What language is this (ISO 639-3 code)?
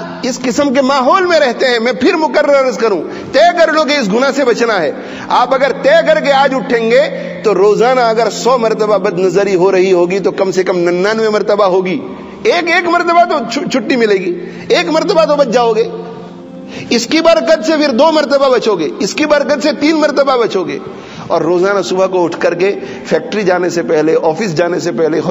urd